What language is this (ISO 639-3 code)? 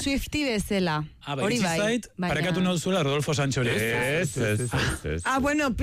eus